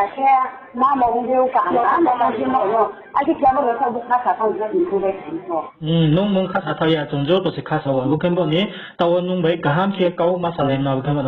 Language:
Riang (India)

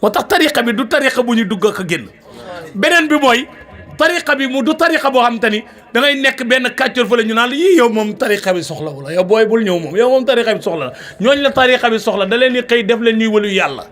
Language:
Wolof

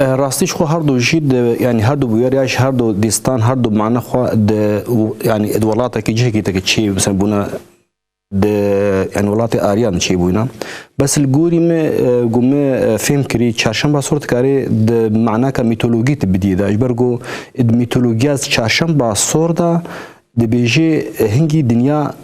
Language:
Kurdish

